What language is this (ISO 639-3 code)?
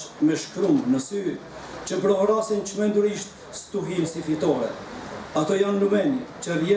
sqi